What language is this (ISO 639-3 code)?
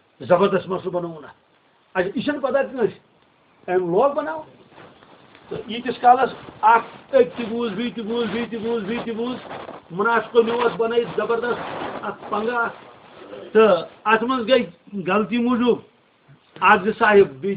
kas